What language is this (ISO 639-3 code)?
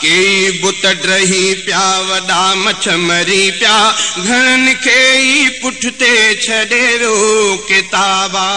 snd